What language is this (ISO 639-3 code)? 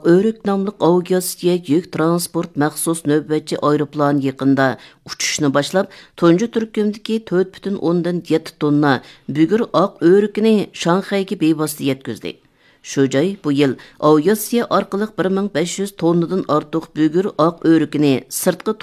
uig